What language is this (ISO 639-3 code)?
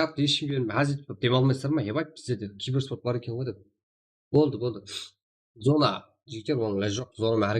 kaa